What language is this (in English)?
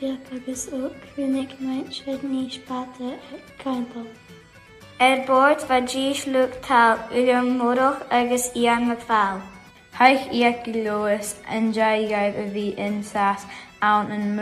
Scottish Gaelic